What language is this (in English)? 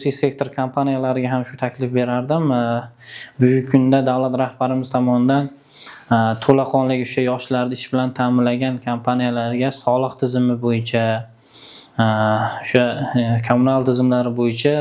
Uzbek